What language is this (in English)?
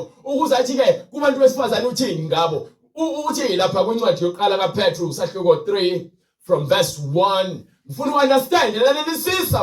Zulu